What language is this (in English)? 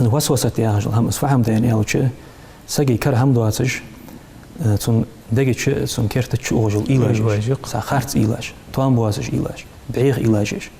Ingush